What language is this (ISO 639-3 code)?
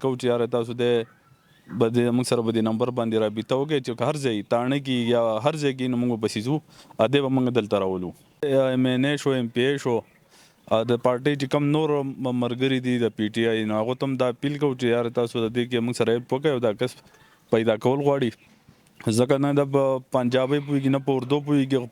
pus